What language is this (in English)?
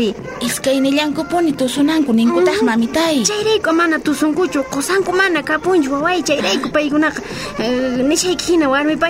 South Bolivian Quechua